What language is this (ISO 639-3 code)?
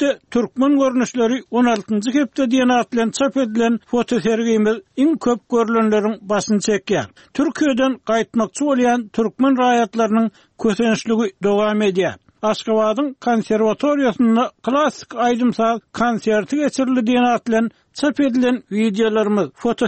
tuk